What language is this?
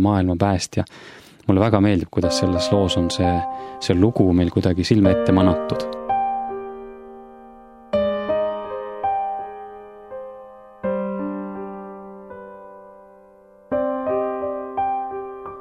Estonian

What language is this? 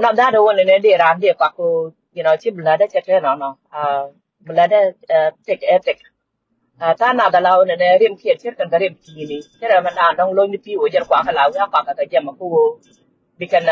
Nuer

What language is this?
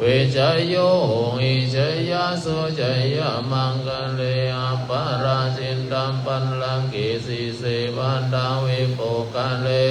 Pali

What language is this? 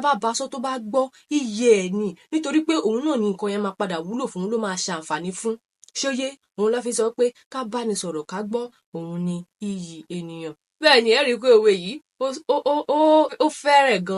Yoruba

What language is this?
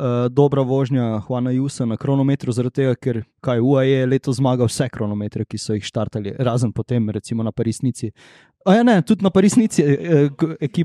Slovenian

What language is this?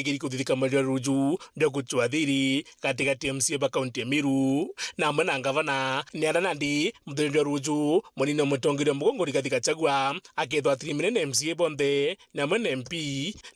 Meru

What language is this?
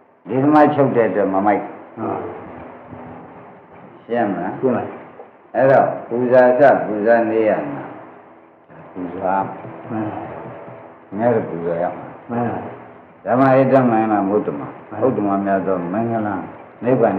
Burmese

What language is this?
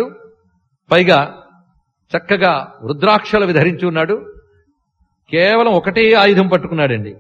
Telugu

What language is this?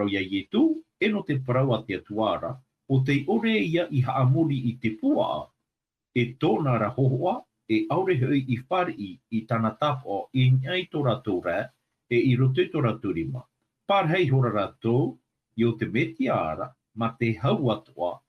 Tahitian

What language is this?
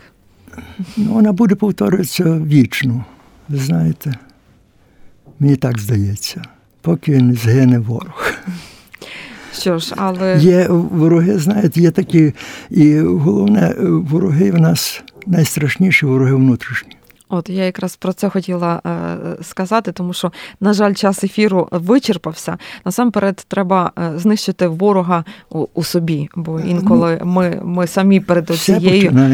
Ukrainian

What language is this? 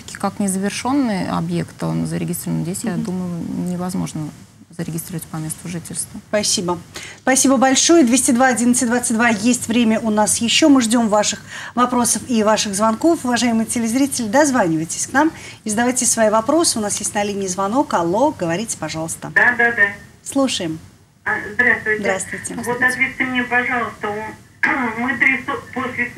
Russian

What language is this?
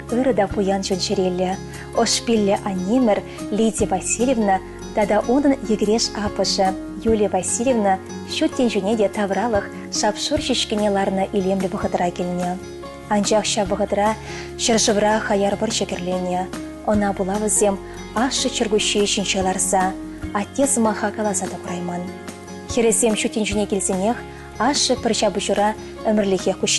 Chuvash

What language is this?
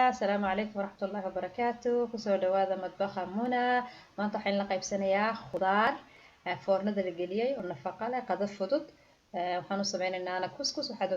Somali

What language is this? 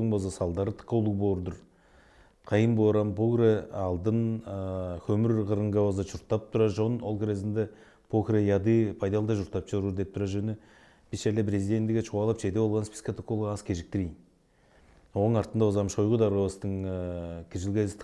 Tuvinian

